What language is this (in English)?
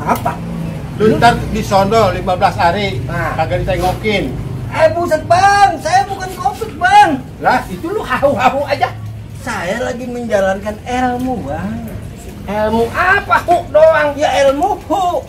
Betawi